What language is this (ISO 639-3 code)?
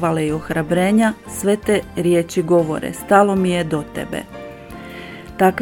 hrv